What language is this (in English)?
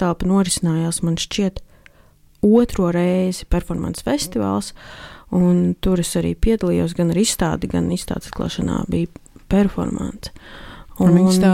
Latvian